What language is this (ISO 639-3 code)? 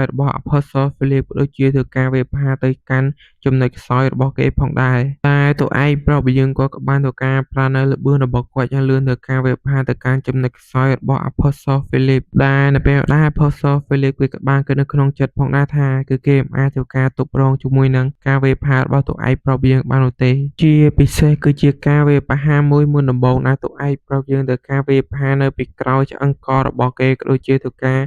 khm